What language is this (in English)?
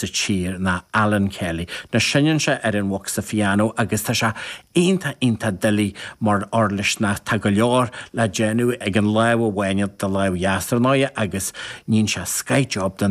Irish